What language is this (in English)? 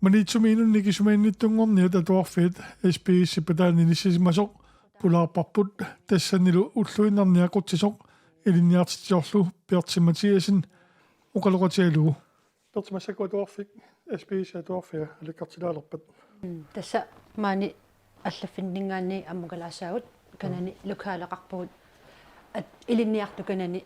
Kalaallisut